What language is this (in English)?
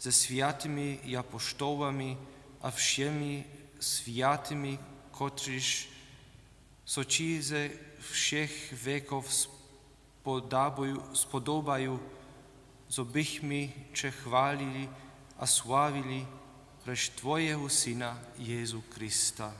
Upper Sorbian